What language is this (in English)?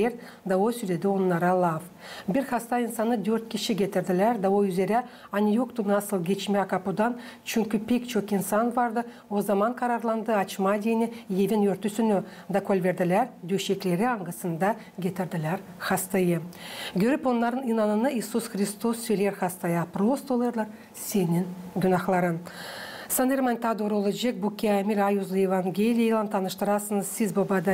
Gagauz